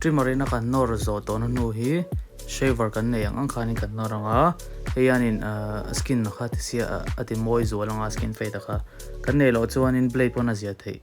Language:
Mizo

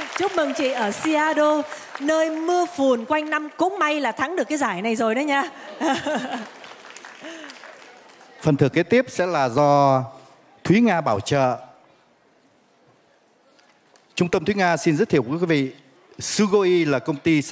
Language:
Vietnamese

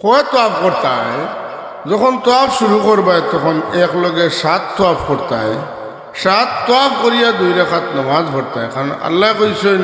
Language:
Sylheti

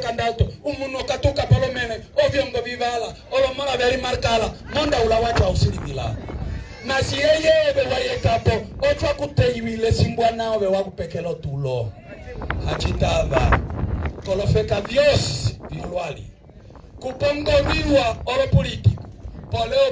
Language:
Umbundu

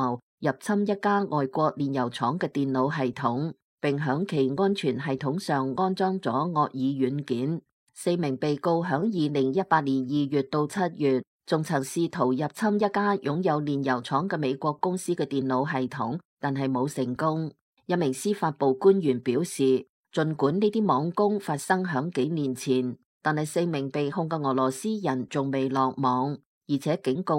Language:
Cantonese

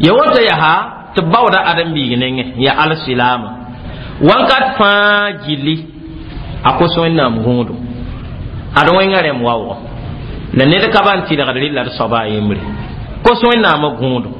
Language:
Mossi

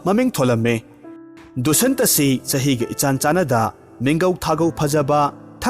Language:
Manipuri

